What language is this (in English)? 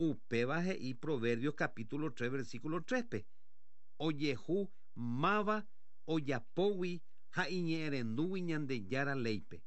Guarani